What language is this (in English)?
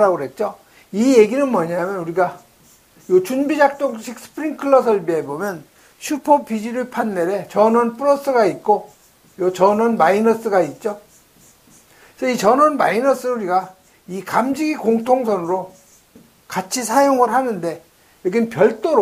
Korean